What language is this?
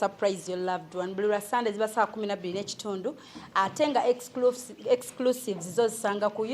Ganda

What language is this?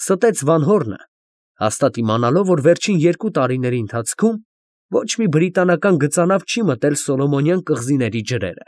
Armenian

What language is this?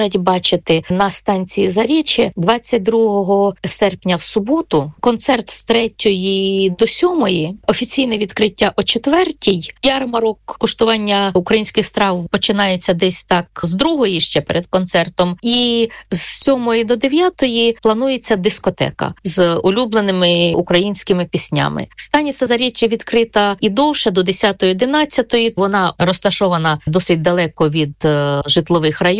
Ukrainian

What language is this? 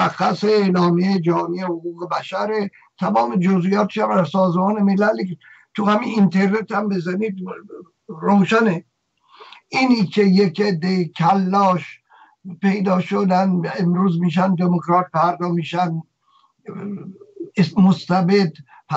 Persian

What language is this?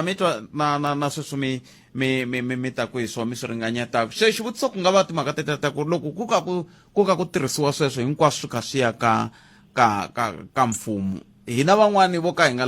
Tsonga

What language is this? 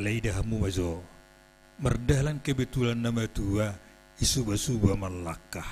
Batak Simalungun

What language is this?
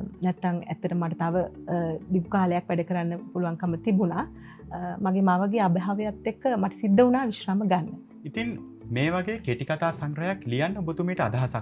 Sinhala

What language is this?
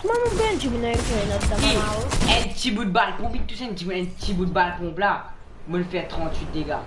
Morisyen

